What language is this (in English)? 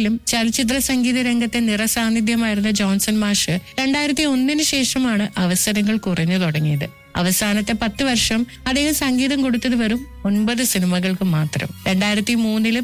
Malayalam